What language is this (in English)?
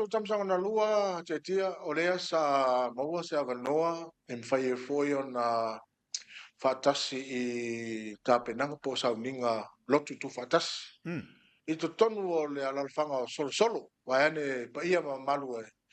Samoan